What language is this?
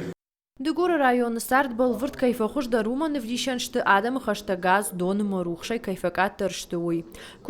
Ossetic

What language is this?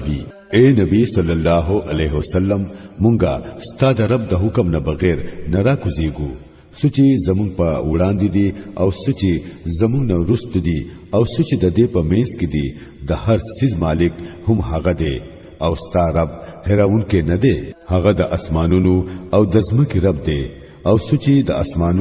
Pashto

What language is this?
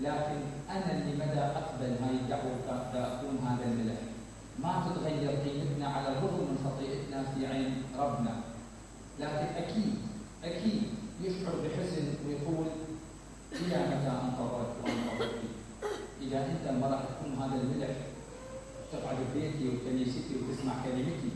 Mesopotamian Arabic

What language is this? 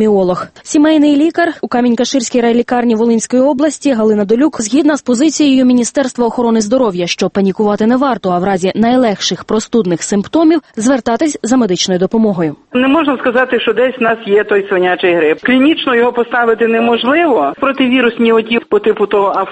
Ukrainian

